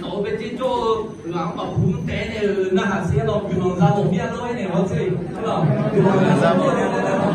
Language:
Akha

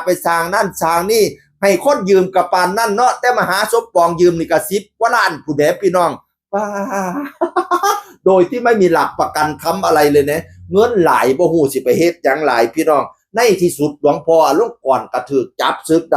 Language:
Northeastern Thai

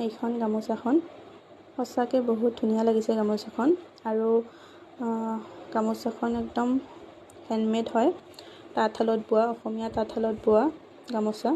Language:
Assamese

